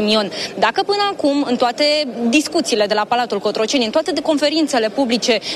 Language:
Romanian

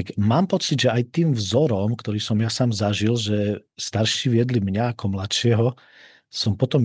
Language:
Slovak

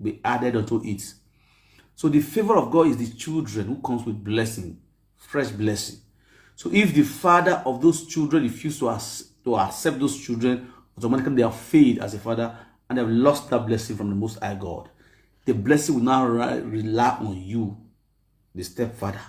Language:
Nigerian Pidgin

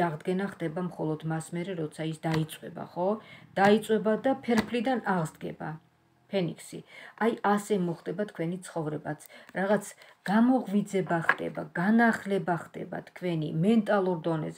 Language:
Georgian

